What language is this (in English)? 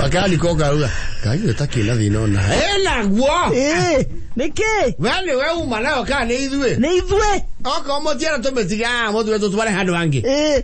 Kikuyu